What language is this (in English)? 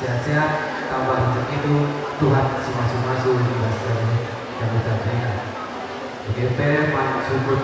Batak Karo